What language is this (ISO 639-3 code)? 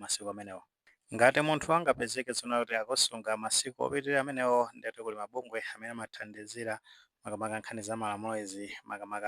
nya